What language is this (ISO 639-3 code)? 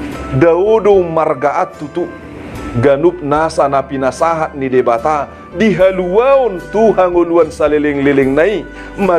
bbc